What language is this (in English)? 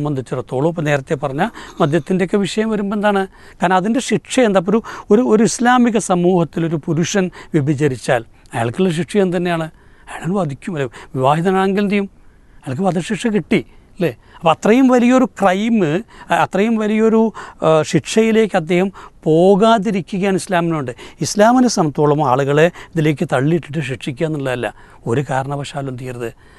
Malayalam